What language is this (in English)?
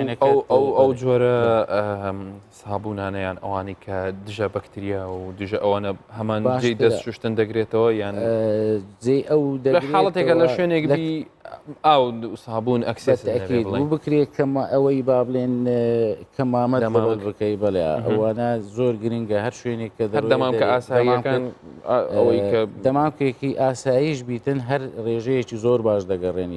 Central Kurdish